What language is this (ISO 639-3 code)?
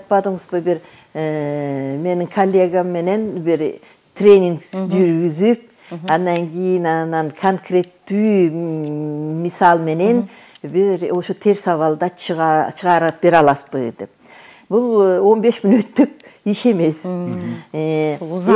kir